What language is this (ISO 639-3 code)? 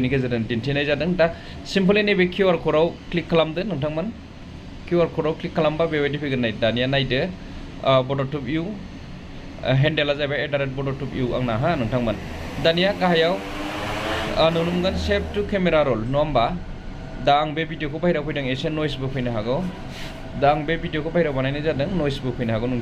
brx